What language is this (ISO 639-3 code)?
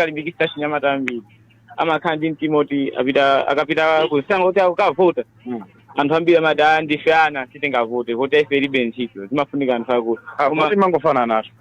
nya